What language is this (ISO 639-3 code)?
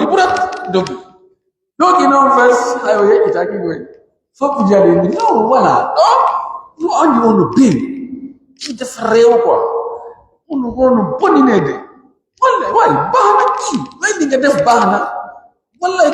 fuf